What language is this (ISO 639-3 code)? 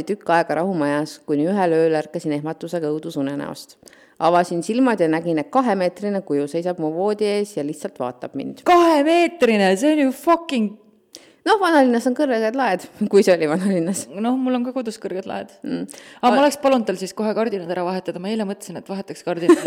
est